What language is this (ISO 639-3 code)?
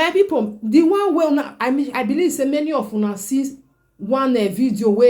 pcm